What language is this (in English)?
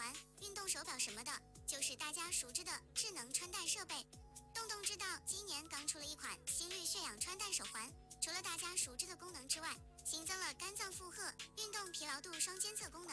Chinese